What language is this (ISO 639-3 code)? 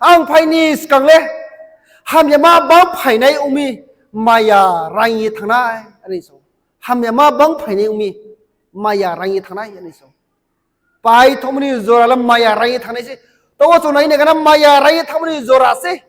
ria